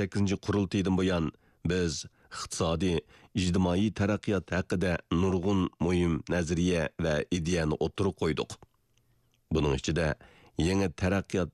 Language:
Uyghur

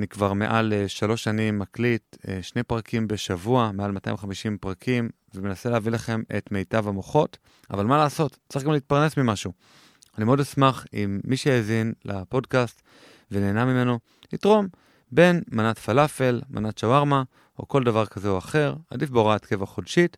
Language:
Hebrew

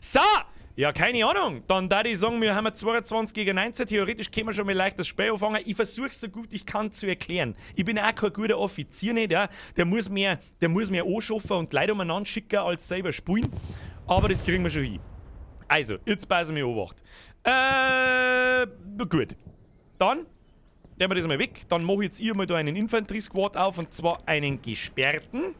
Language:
Bavarian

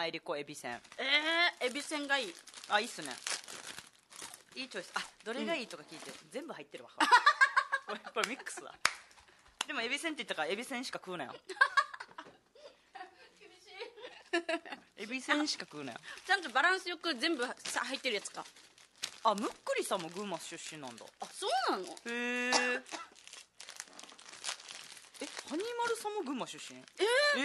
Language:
Japanese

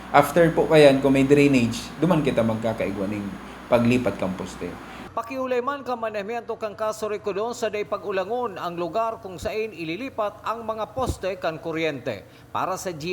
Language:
Bikol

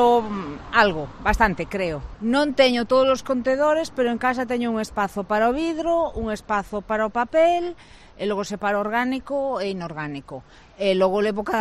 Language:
Galician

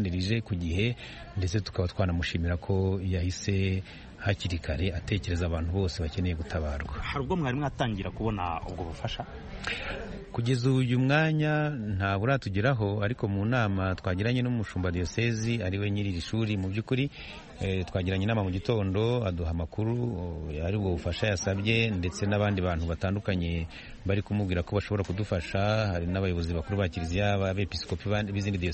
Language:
Kinyarwanda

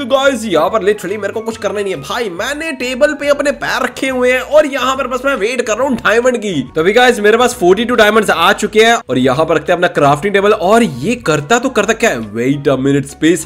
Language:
Hindi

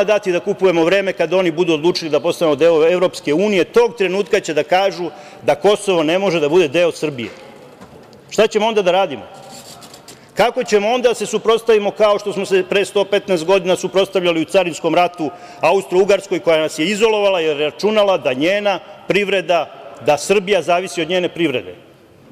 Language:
Serbian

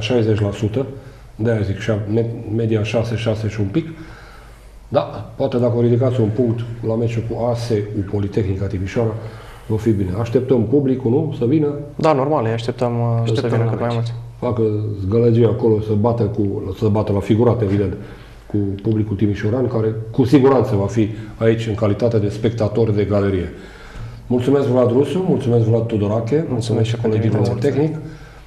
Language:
Romanian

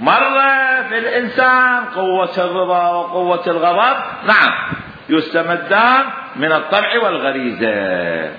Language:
Mesopotamian Arabic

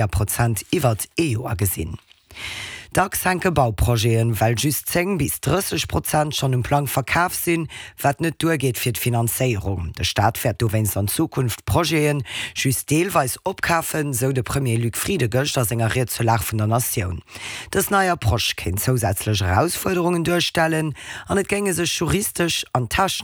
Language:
Luxembourgish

